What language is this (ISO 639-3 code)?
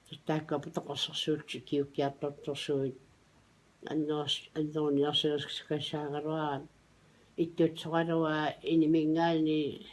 kal